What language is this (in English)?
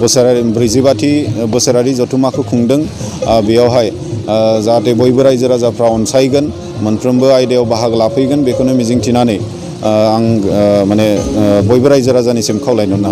Bodo